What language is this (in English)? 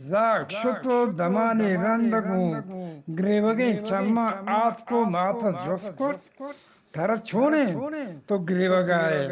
Eastern Balochi